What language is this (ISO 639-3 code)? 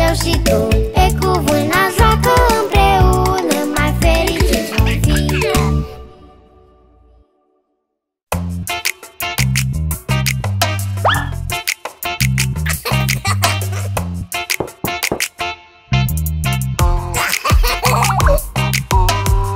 ron